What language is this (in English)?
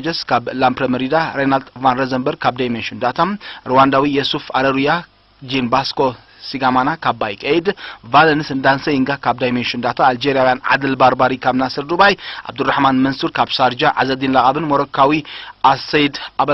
Tigrinya